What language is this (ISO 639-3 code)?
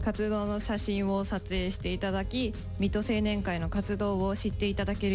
jpn